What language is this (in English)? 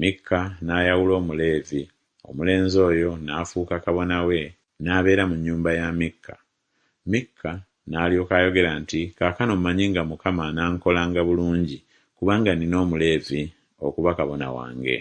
Ganda